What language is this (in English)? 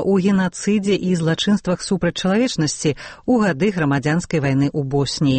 Belarusian